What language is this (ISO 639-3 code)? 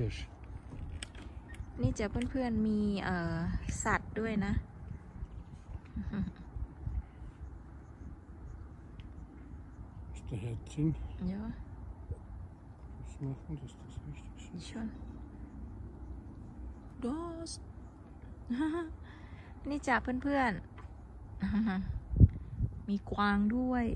tha